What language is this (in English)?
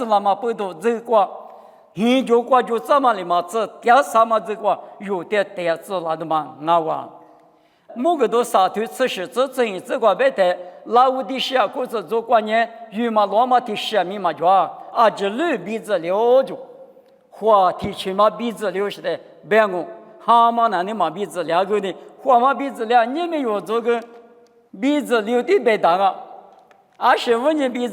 Lisu